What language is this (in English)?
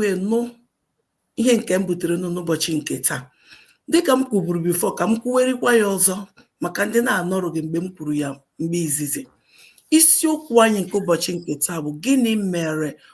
Igbo